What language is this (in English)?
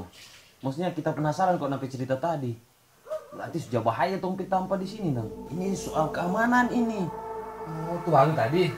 Manado Malay